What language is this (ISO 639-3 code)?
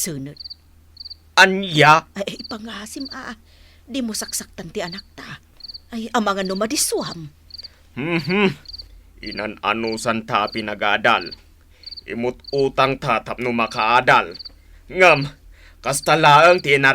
ilo